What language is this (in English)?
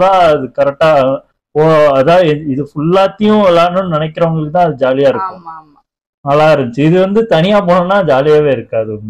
Tamil